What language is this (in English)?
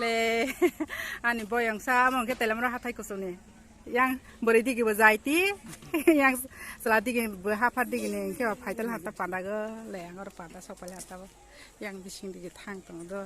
Kok Borok